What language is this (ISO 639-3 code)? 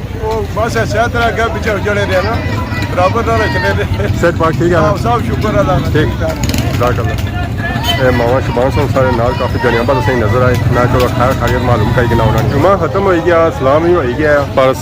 phr